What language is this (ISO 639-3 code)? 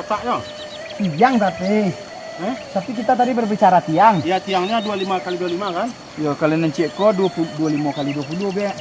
min